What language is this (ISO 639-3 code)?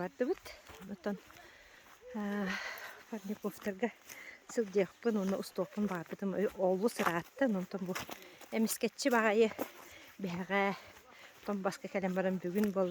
sah